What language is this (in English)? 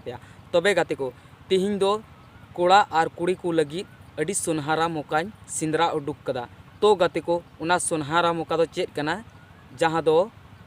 Santali